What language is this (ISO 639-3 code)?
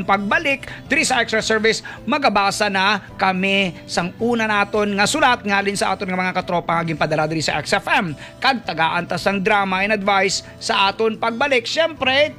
hil